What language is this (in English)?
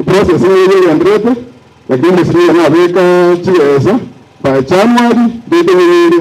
Gusii